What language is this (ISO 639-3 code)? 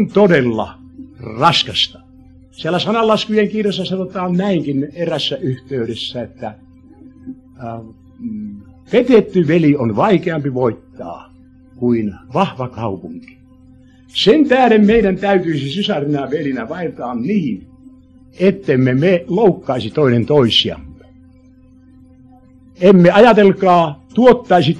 fin